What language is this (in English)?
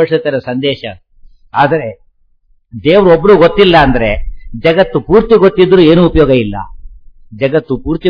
Kannada